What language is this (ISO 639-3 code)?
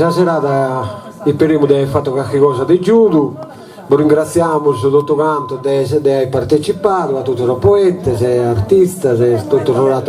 srd